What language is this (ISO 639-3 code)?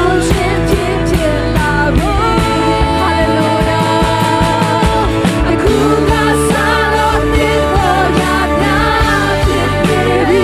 mya